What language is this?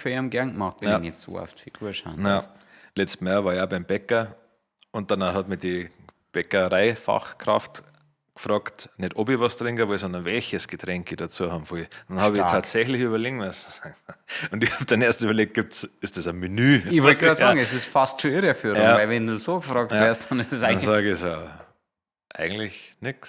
Bavarian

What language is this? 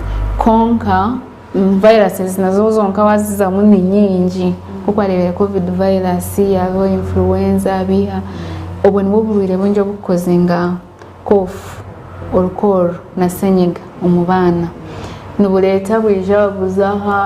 Nyankole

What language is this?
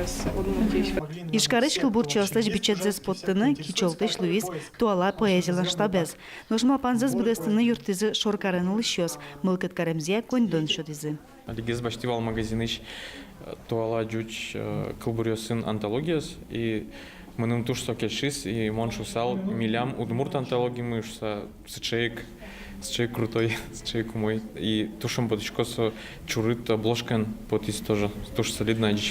Udmurt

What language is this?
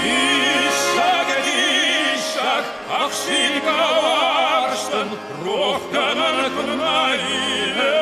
Ossetic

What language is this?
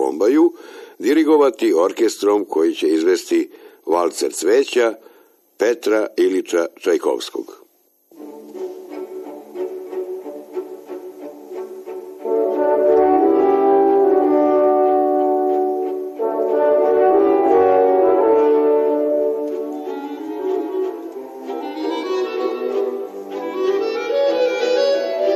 Serbian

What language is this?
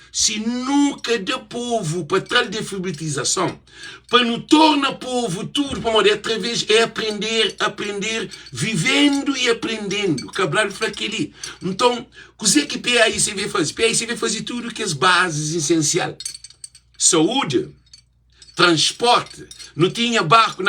Kabuverdianu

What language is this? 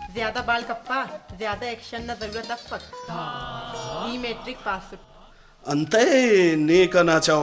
Brahui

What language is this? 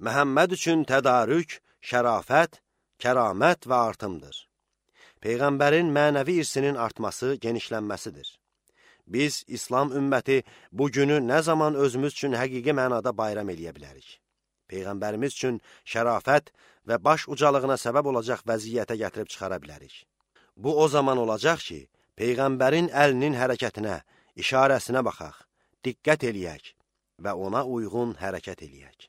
Azerbaijani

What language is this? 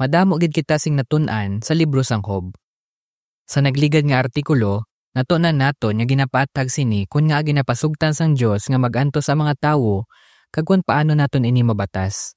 Hiligaynon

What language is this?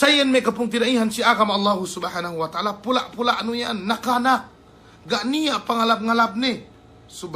Yakan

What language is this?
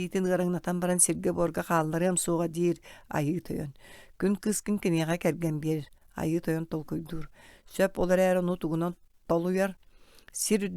Yakut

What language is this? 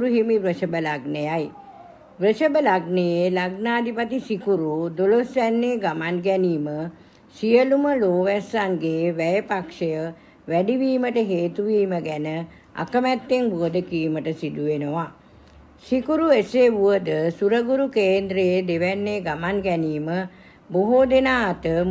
Sinhala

